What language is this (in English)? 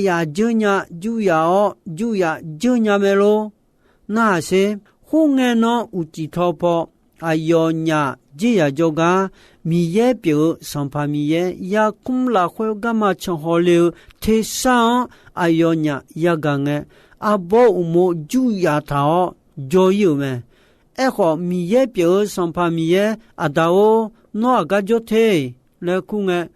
Akha